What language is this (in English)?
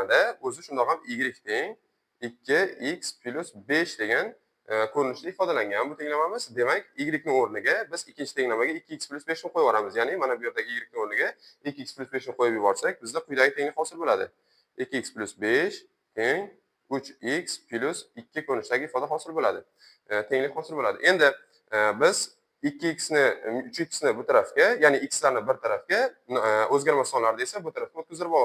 Uzbek